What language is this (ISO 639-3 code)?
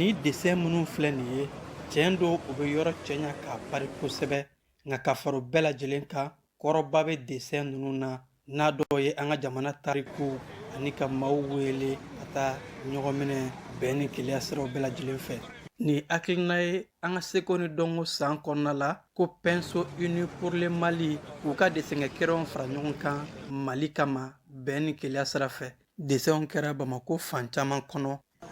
bam